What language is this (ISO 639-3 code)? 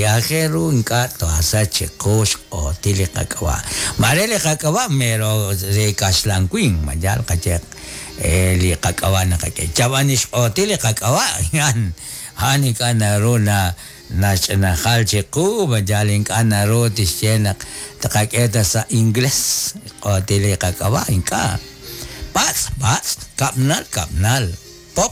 kek